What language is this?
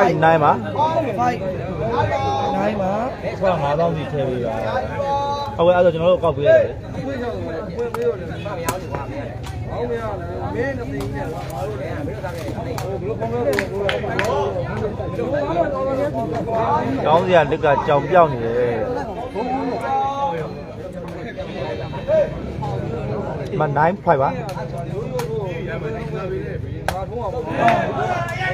Burmese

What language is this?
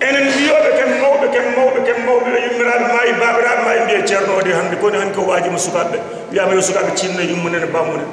Fula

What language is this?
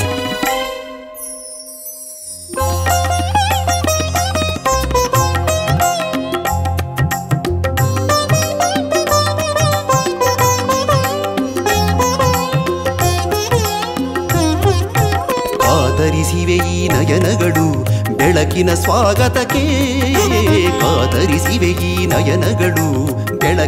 Kannada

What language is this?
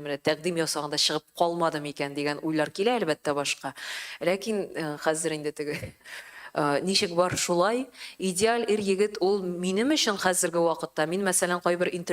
Tatar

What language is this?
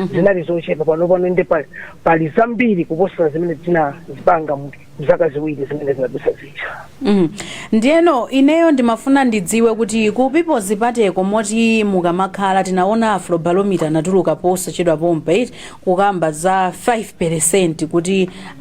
Nyanja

